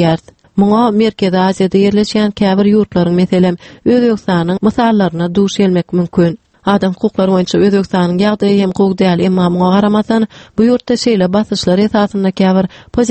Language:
Turkmen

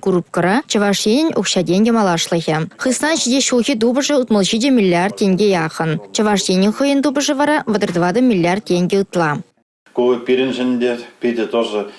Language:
Chuvash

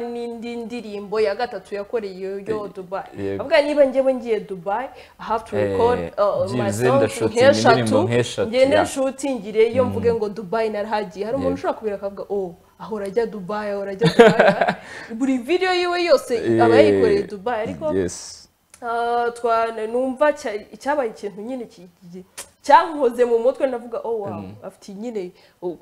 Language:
Kinyarwanda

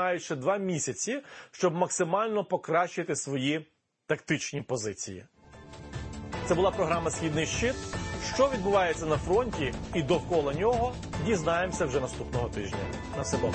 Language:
Ukrainian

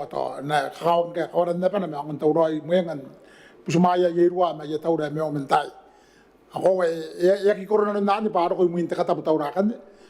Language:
Gilbertese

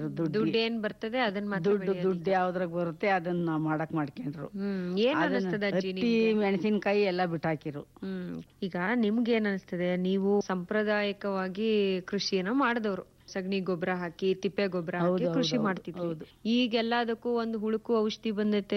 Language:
Kannada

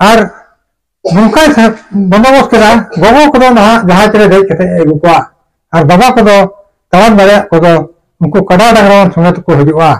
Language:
Santali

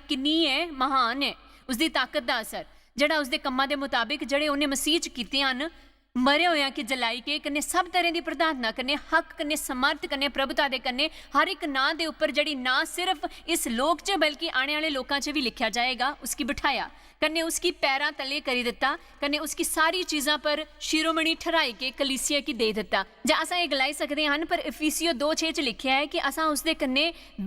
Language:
Dogri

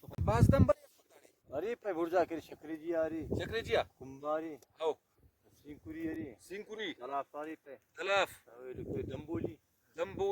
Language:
Brahui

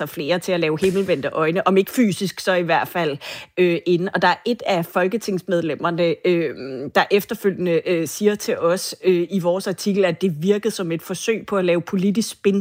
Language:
Danish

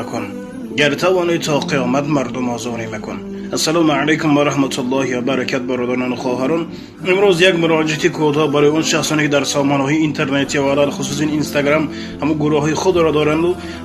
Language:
Tajik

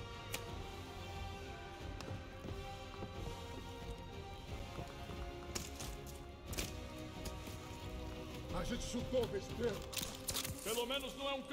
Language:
Portuguese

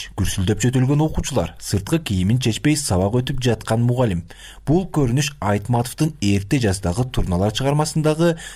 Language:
Kyrgyz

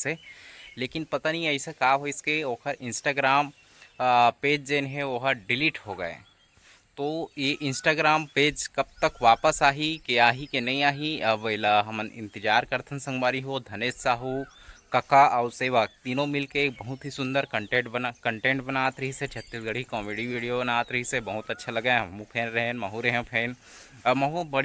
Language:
Chhattisgarhi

